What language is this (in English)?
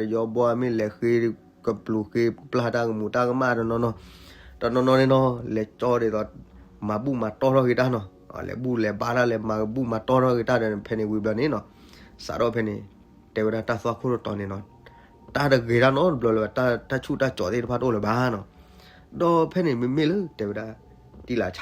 S'gaw Karen